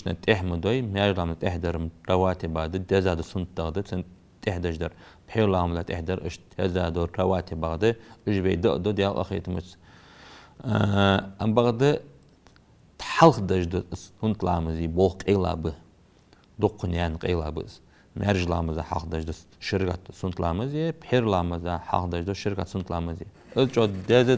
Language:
Ingush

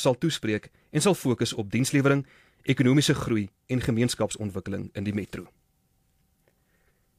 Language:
Afrikaans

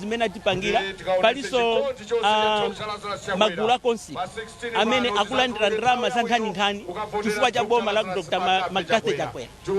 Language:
Nyanja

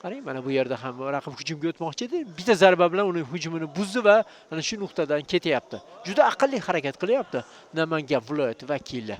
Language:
Uzbek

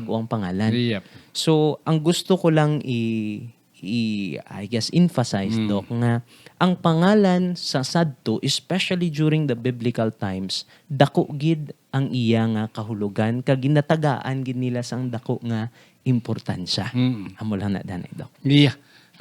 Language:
Hiligaynon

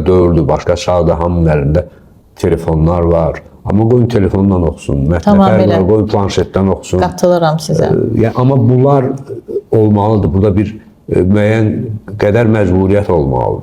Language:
Azerbaijani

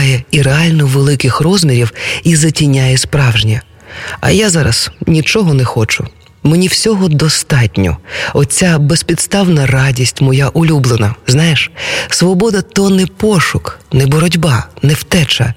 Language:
Ukrainian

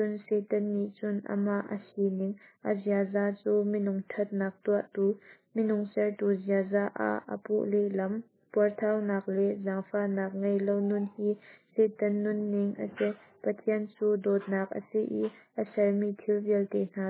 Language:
Hakha Chin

